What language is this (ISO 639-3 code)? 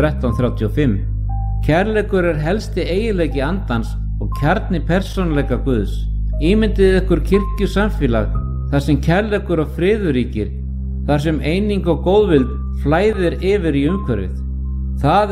isl